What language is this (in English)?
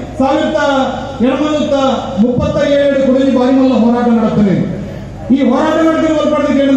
Tulu